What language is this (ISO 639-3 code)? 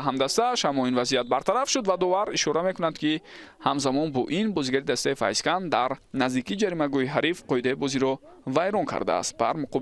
tgk